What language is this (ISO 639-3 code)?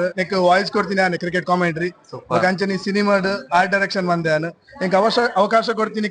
tcy